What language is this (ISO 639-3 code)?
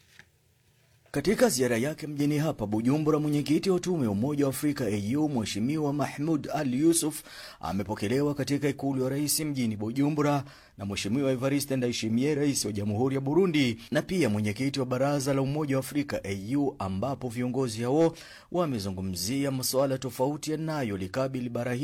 swa